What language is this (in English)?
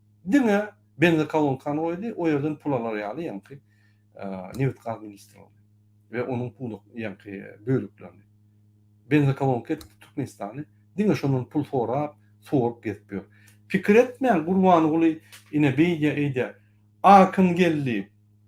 Turkmen